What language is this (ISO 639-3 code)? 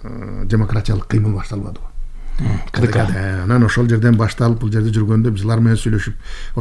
kir